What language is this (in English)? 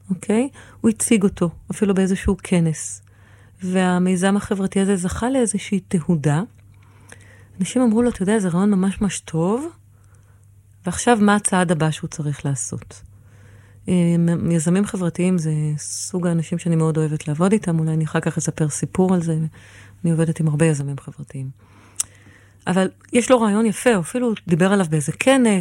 Hebrew